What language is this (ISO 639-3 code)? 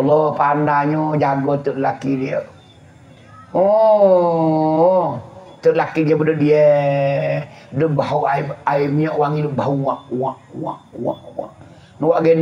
mfa